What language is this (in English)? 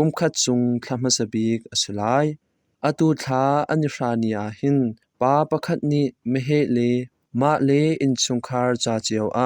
Hakha Chin